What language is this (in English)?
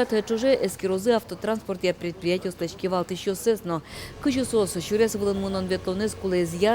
Udmurt